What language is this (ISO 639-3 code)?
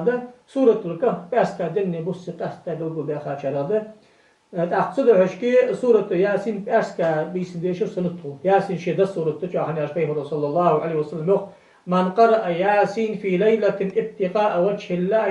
inh